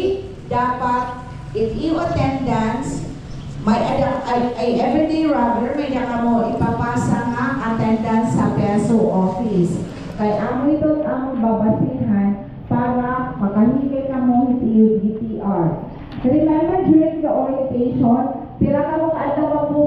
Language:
Waray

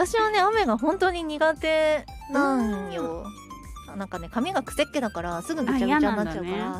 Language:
Japanese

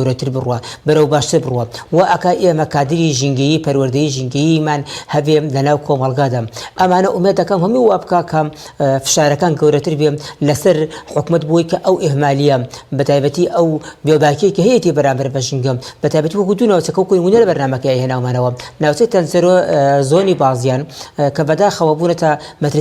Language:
Central Kurdish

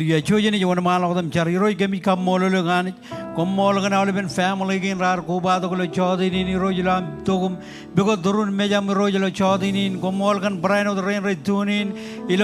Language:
Marshallese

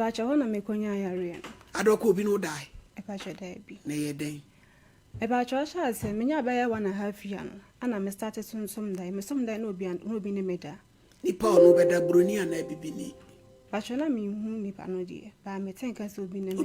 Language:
Akan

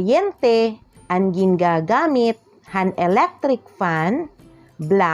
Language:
Waray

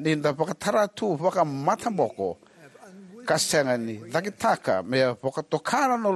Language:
Fijian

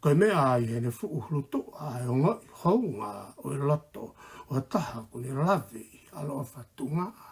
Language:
Tongan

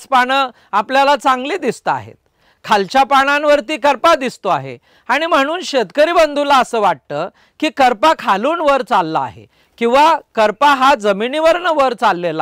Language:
Marathi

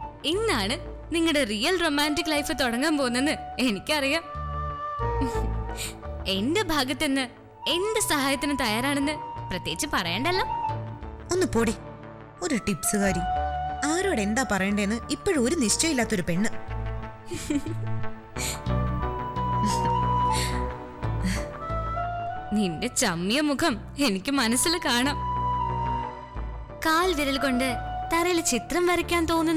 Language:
Malayalam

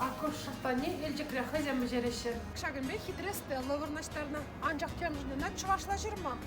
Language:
Chuvash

